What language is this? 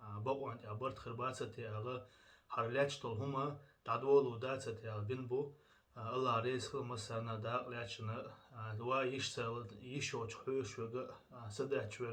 Chechen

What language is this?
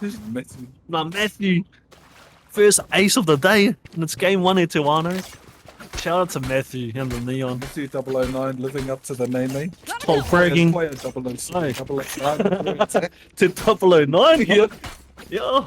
Māori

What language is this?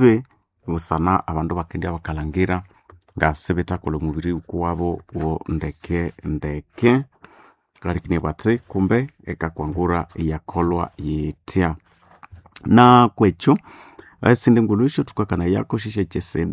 Nande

